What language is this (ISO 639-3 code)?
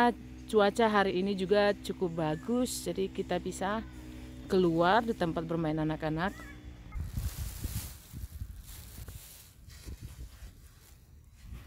ind